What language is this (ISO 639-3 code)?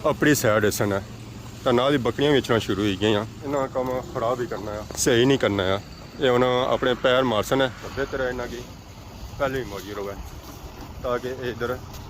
phr